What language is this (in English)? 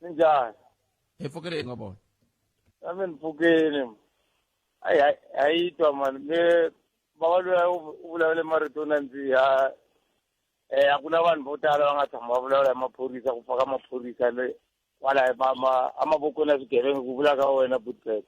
Tsonga